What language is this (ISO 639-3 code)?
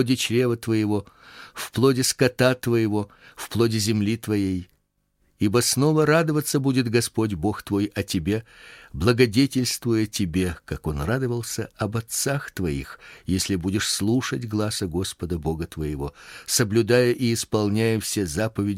rus